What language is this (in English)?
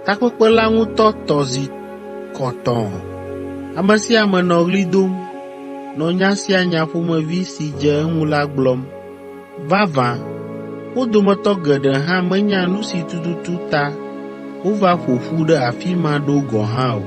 Ewe